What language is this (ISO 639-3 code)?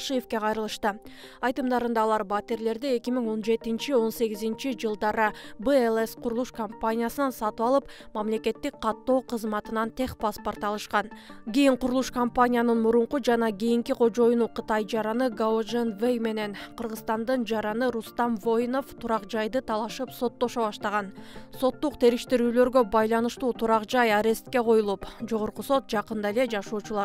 kir